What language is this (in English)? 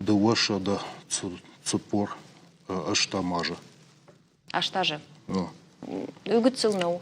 Ossetic